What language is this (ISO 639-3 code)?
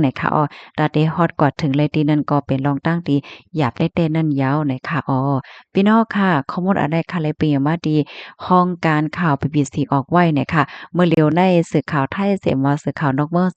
shn